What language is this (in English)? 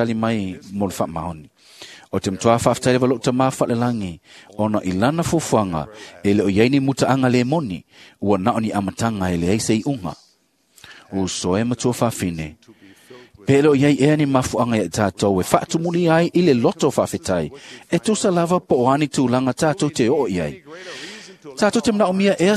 Samoan